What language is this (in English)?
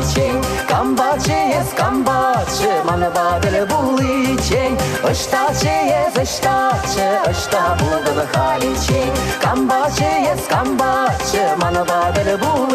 Chuvash